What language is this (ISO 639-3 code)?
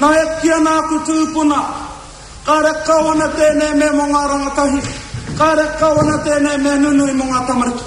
mri